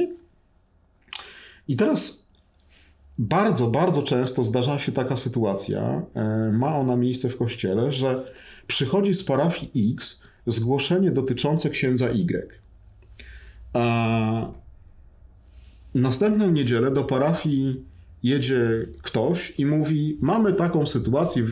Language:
Polish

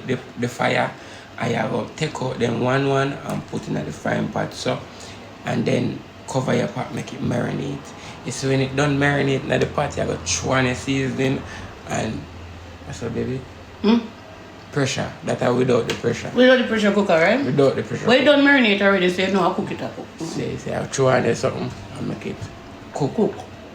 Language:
Jamaican Creole English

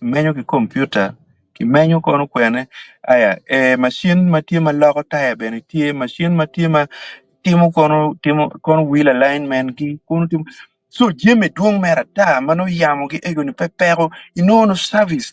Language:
Acoli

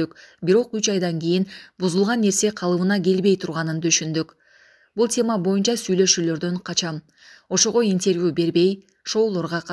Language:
Kyrgyz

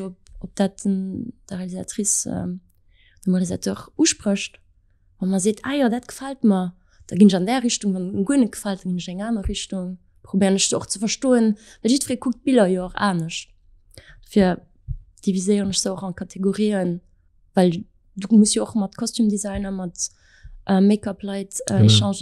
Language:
Luxembourgish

